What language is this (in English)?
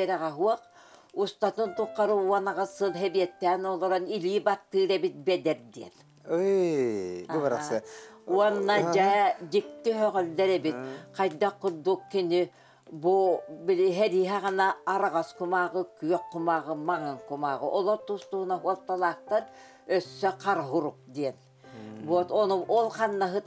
Yakut